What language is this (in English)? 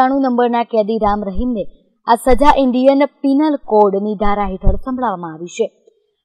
Gujarati